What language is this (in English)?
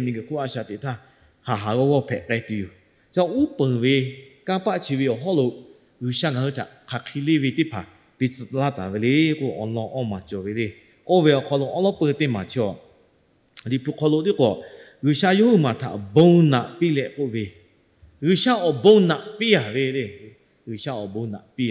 Lahu